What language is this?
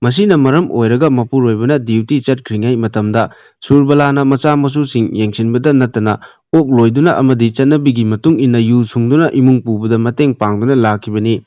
Manipuri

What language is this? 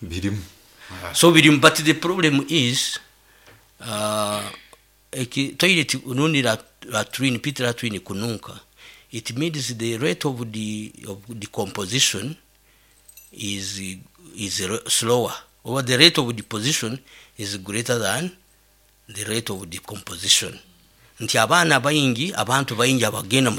Nyoro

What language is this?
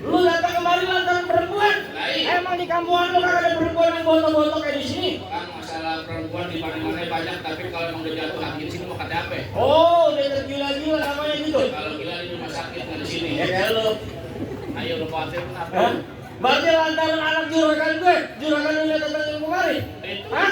Betawi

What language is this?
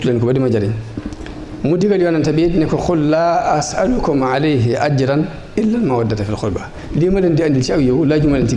Wolof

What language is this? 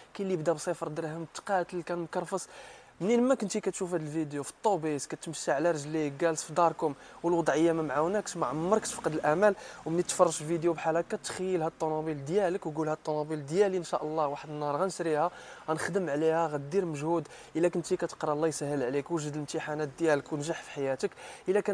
Moroccan Arabic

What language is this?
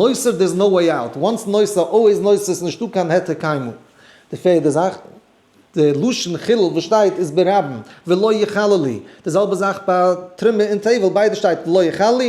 Yiddish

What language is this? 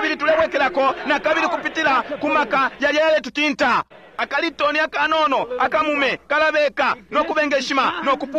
Bemba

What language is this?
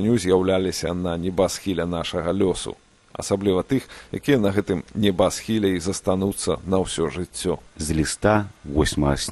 Belarusian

